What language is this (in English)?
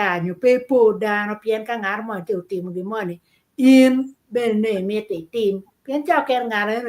Acoli